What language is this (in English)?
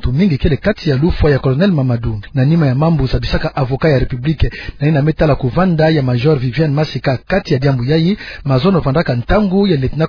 Kituba (Democratic Republic of Congo)